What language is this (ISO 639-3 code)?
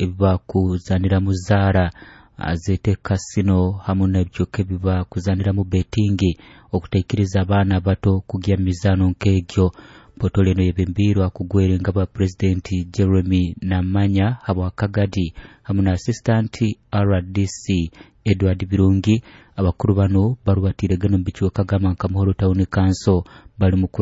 nyo